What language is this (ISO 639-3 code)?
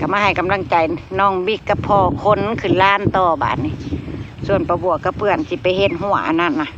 lao